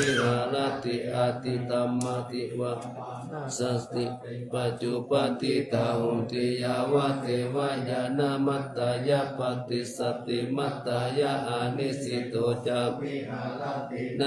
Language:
Pali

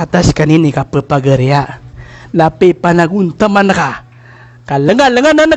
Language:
Maranao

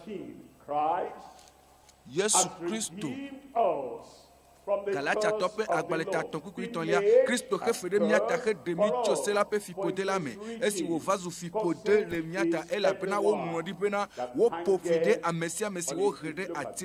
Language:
Ewe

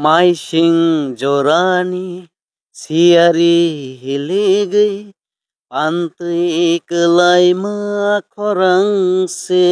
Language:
Kok Borok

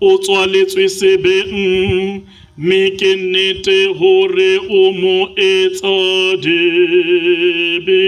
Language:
Southern Sotho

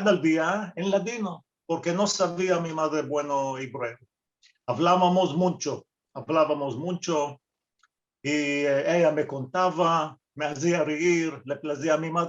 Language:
Ladino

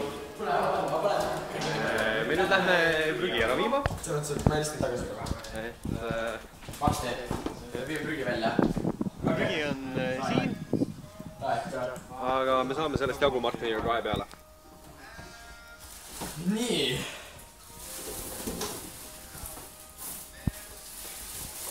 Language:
Estonian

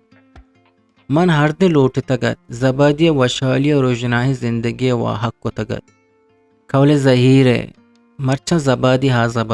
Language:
Eastern Balochi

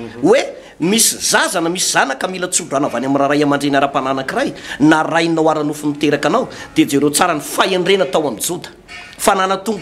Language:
Malagasy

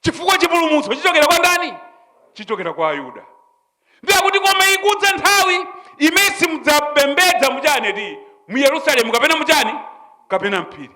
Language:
Nyanja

